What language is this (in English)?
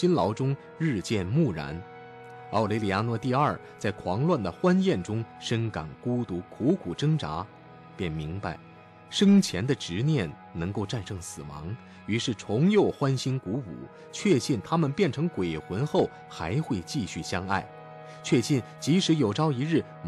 Chinese